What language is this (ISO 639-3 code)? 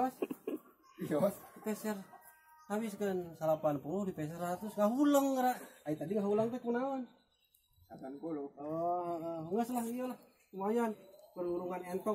sun